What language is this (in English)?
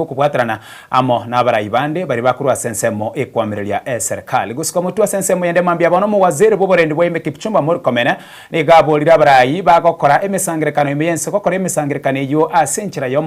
Gusii